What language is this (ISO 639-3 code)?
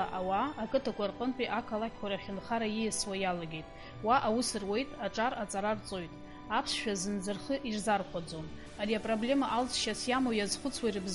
abk